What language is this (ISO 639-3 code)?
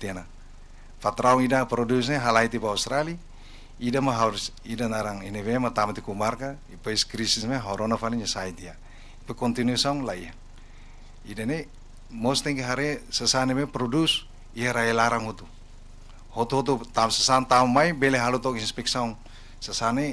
tet